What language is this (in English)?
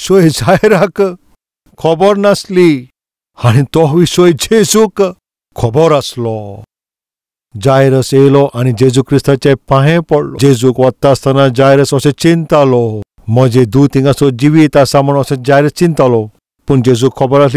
Konkani